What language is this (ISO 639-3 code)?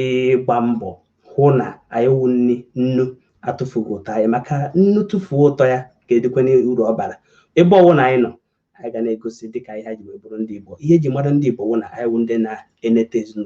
ibo